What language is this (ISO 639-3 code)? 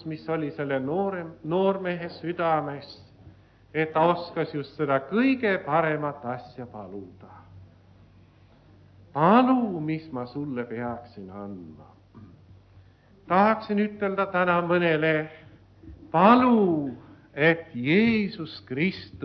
est